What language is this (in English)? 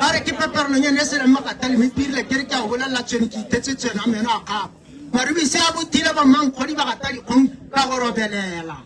Tswana